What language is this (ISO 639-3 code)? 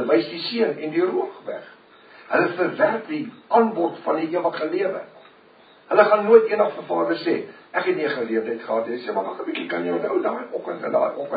afr